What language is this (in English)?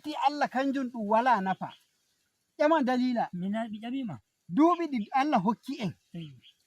Nigerian Fulfulde